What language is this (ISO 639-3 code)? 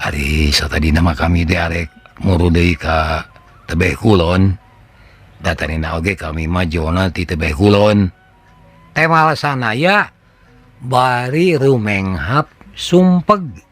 sun